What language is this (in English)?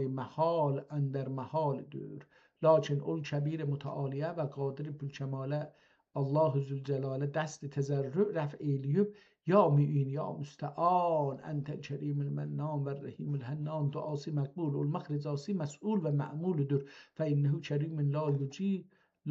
South Azerbaijani